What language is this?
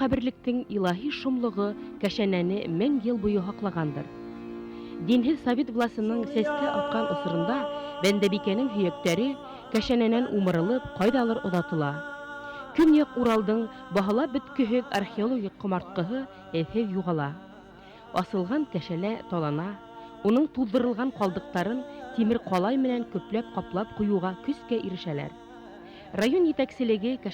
Bashkir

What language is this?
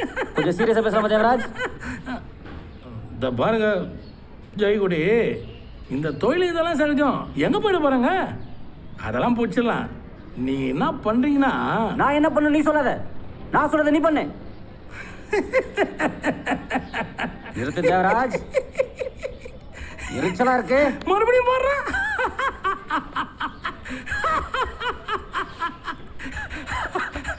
Tamil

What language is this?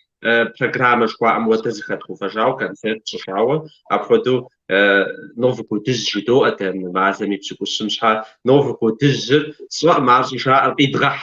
Kabardian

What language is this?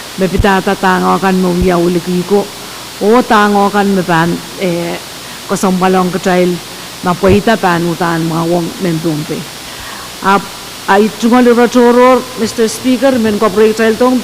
Pohnpeian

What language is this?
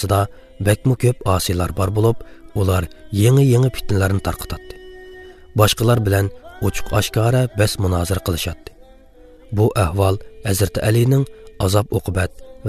Uyghur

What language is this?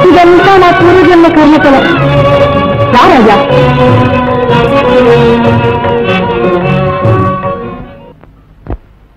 Telugu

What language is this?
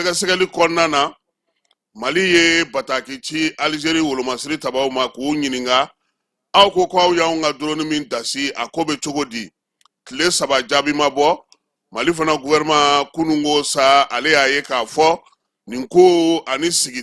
Bambara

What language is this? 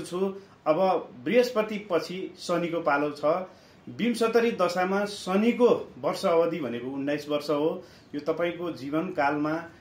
Nepali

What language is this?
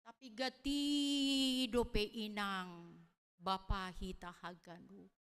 Batak Simalungun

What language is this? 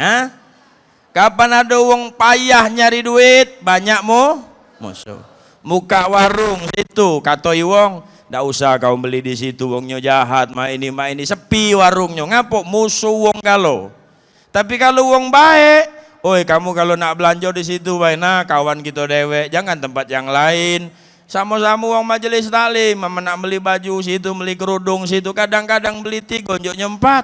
Musi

